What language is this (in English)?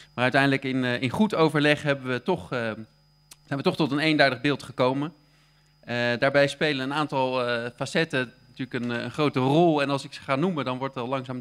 Dutch